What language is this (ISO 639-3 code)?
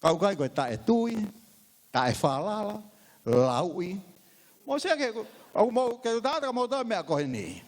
ton